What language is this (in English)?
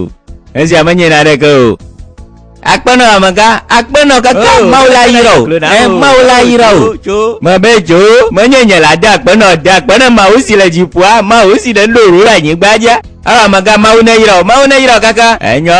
Gen